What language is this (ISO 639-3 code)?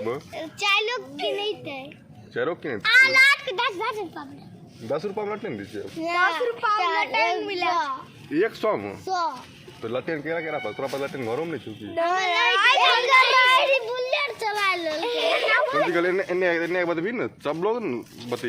mai